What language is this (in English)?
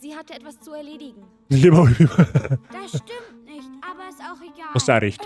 Bavarian